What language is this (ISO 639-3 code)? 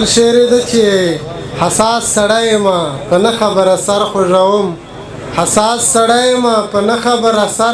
pus